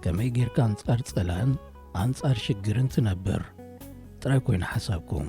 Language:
Tigrinya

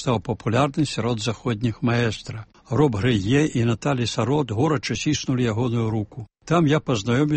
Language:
Belarusian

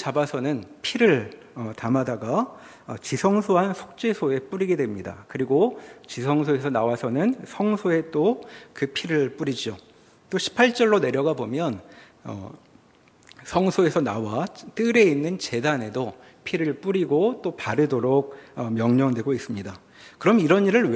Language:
Korean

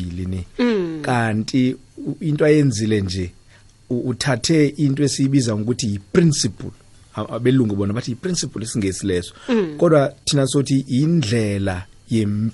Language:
South Ndebele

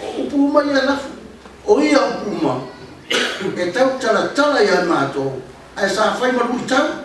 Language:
Samoan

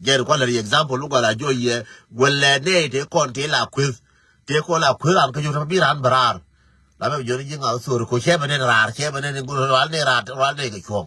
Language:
Nuer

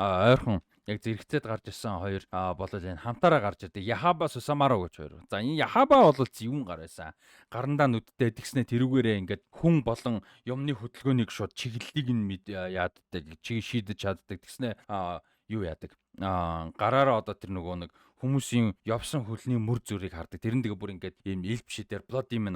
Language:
Mongolian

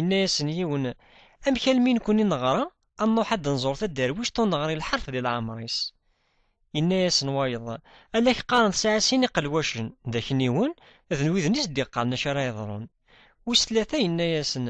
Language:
Kabyle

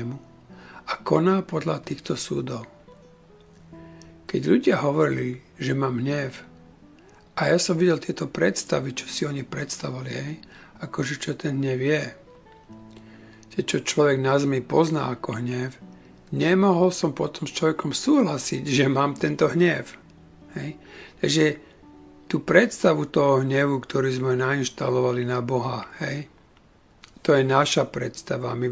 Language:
Slovak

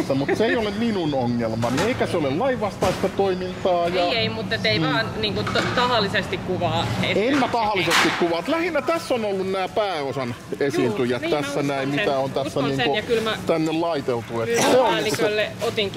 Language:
Finnish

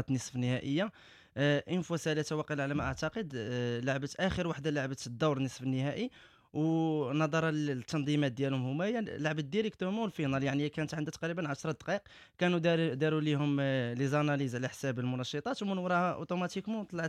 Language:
Moroccan Arabic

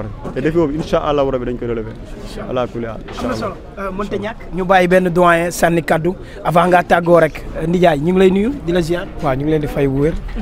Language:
Wolof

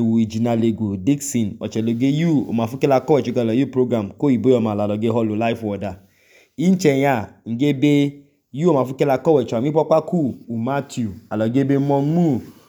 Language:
Idoma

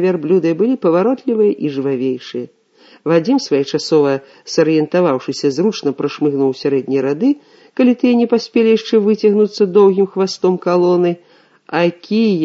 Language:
Belarusian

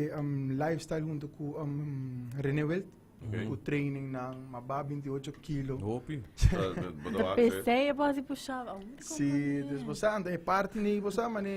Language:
Papiamento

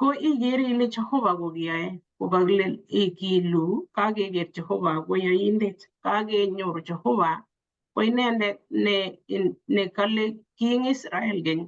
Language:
Kalenjin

